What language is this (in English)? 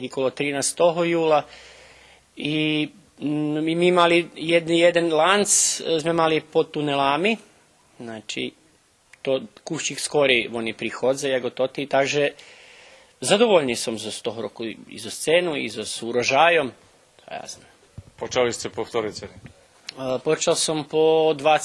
Rusyn